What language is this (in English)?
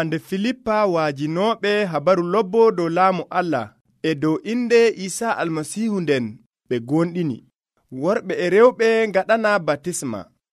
Nigerian Fulfulde